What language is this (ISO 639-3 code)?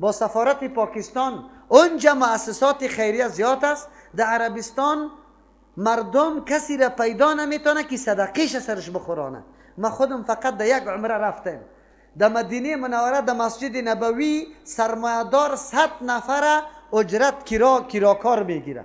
fas